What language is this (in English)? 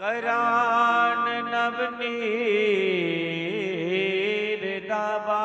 Dogri